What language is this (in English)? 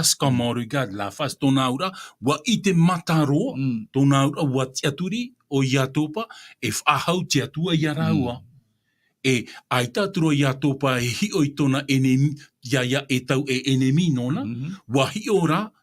Tahitian